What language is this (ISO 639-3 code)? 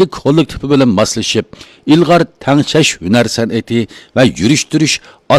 uig